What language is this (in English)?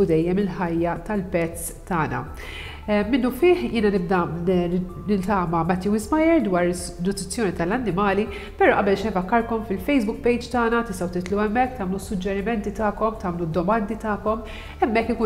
Maltese